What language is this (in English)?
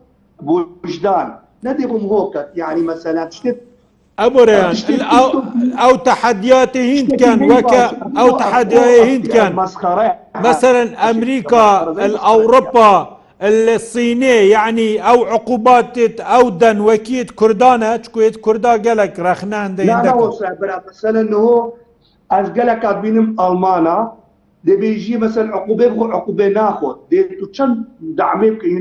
Kurdish